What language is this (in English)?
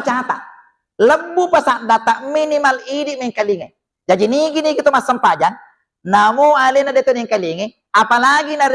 Buginese